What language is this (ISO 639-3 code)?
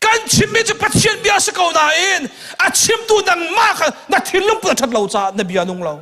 cnh